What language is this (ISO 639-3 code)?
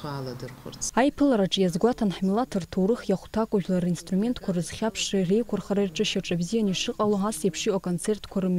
abk